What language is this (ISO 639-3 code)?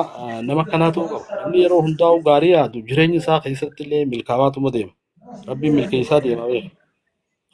orm